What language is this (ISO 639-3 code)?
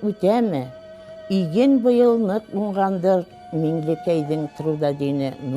bak